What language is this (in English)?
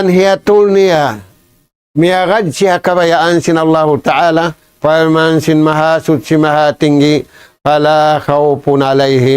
Tausug